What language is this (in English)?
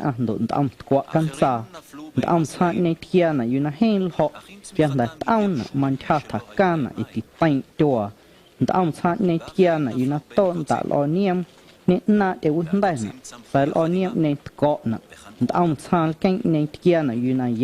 Guerrero Amuzgo